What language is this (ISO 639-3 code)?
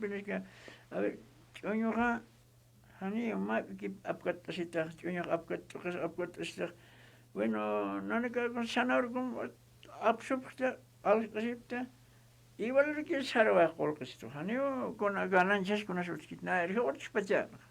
aym